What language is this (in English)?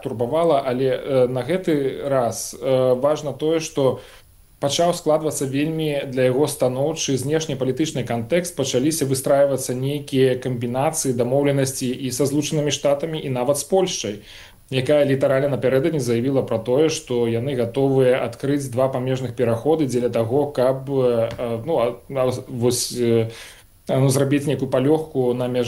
Belarusian